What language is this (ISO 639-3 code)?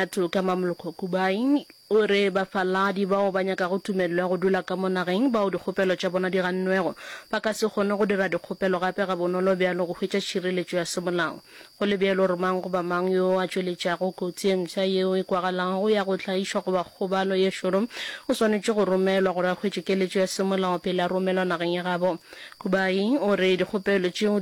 nso